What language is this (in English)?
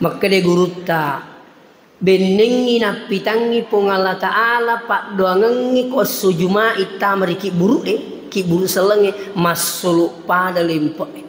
Buginese